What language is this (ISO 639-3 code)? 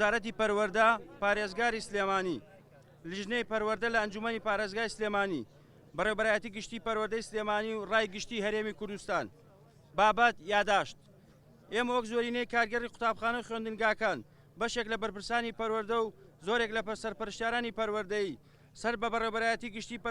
ckb